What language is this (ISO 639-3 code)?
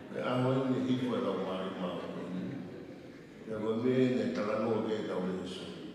ton